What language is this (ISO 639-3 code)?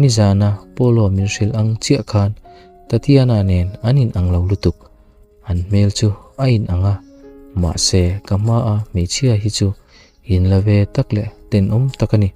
lus